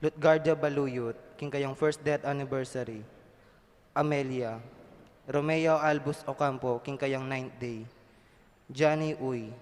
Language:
Pampanga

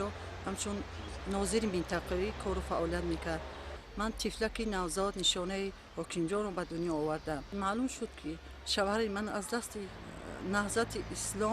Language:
Tajik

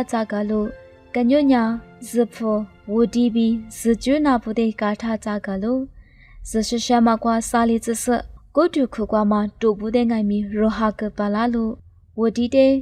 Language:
Lisu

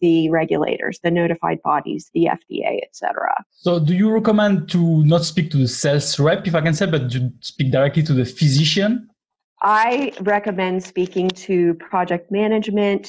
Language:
English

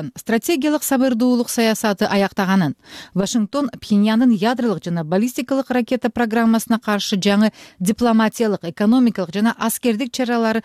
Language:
Kyrgyz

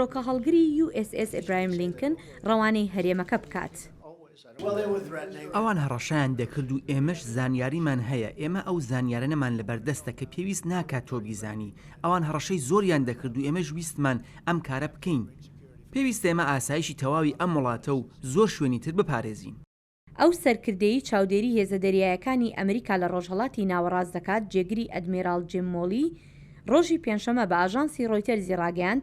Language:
Central Kurdish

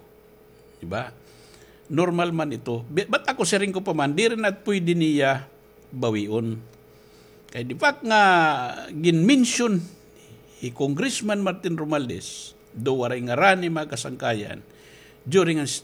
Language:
Waray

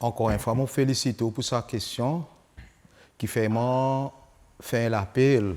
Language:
Seselwa Creole French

